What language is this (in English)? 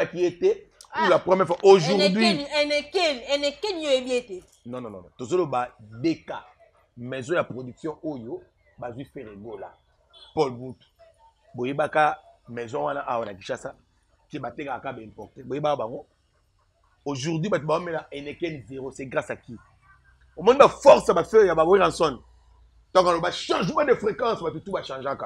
Lingala